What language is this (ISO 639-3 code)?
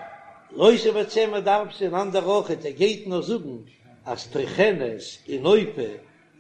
yid